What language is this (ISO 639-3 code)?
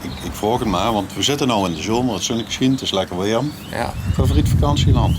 lim